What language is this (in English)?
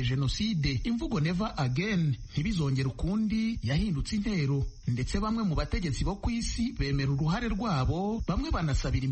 Kinyarwanda